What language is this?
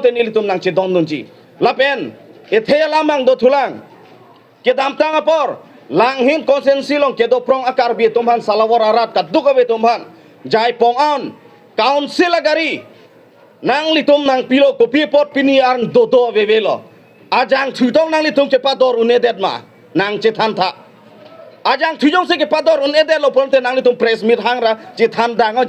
Karbi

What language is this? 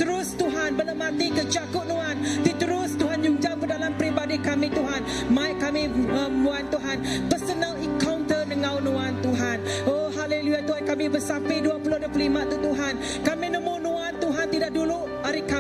Iban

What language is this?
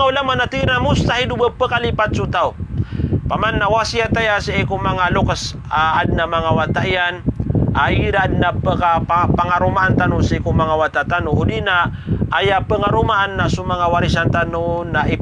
Maranao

